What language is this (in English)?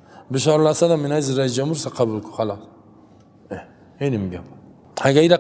Persian